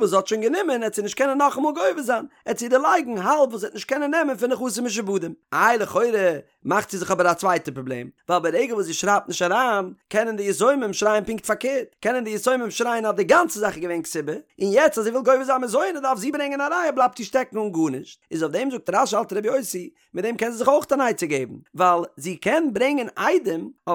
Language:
Yiddish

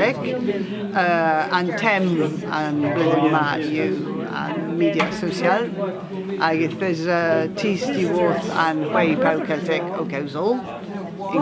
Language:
Cornish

